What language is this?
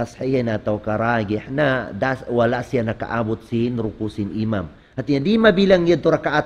Tausug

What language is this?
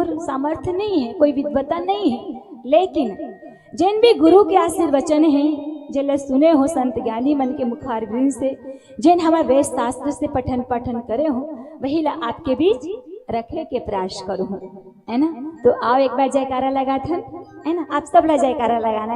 Chhattisgarhi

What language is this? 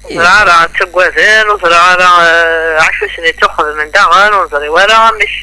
Kabyle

